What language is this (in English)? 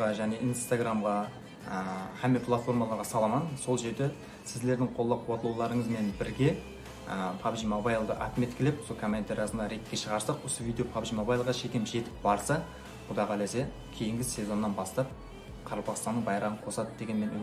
Kara-Kalpak